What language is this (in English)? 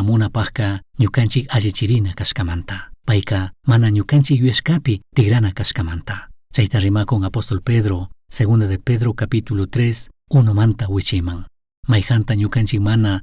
Chimborazo Highland Quichua